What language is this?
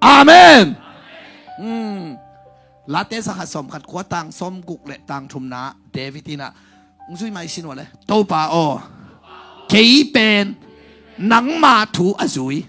Tedim Chin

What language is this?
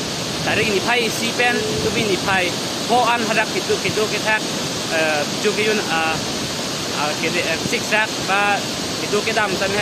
Karbi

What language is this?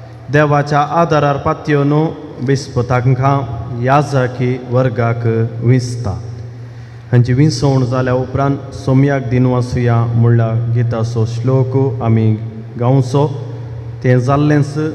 Konkani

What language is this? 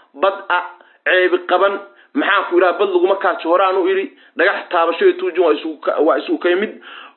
Somali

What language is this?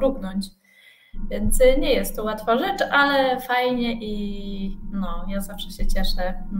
Polish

